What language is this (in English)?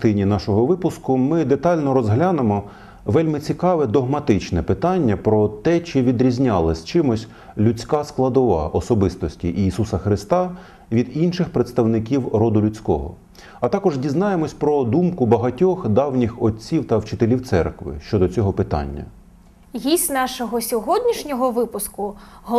Ukrainian